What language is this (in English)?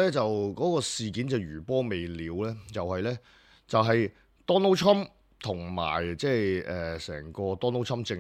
Cantonese